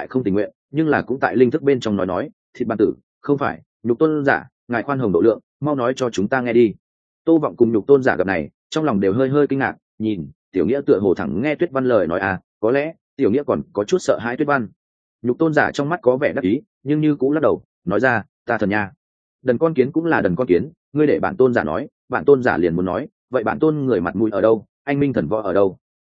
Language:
Vietnamese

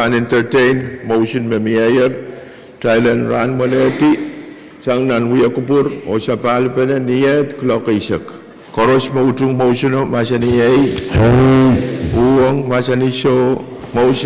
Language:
Pohnpeian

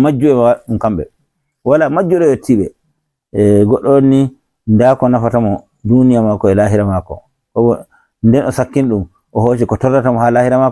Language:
Fula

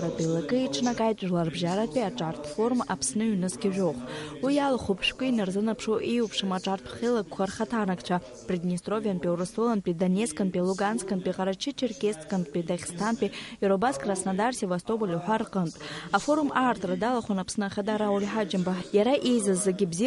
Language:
Abkhazian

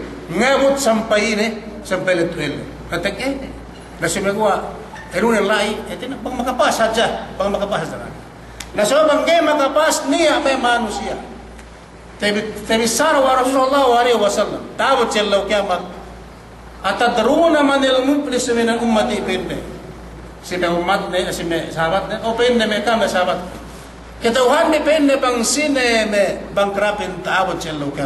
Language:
Yakan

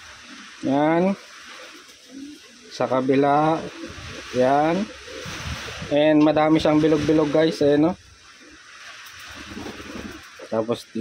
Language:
Filipino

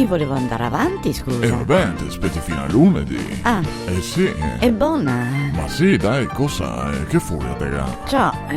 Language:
Venetian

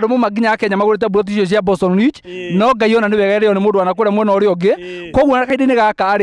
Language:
Kikuyu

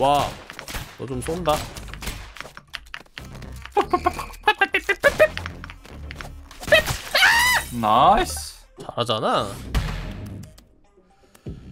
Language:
Korean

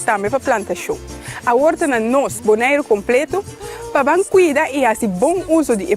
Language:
Papiamento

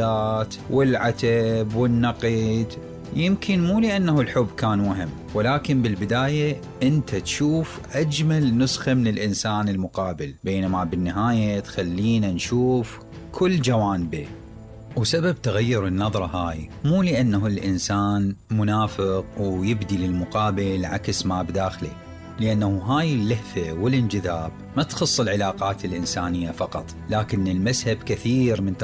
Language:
Mesopotamian Arabic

